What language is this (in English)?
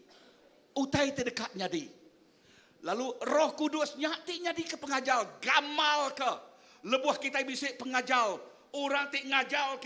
Iban